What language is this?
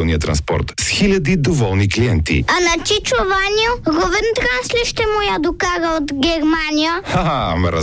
Bulgarian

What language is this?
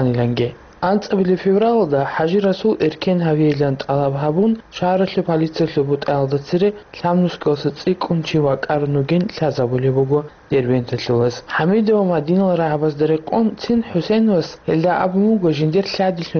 Avaric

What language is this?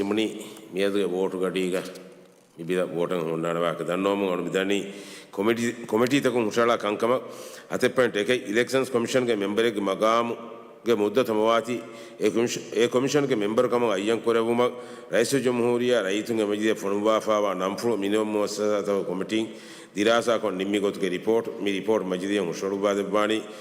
Divehi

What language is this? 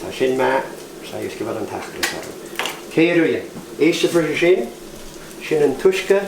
Scottish Gaelic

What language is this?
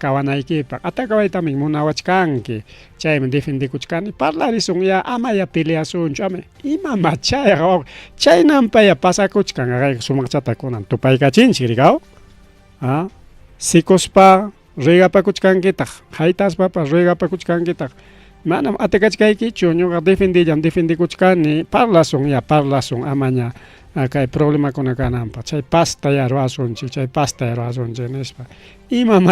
Ayacucho Quechua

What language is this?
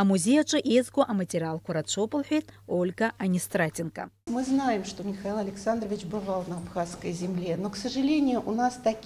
Abkhazian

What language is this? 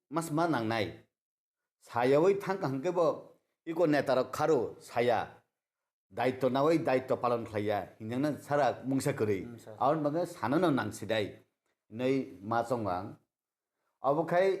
Kok Borok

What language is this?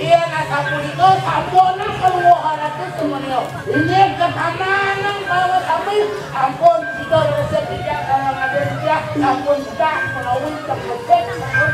Balinese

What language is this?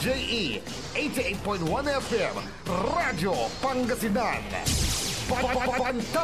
Pangasinan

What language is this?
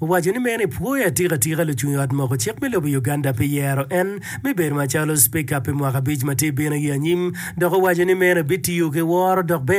Acoli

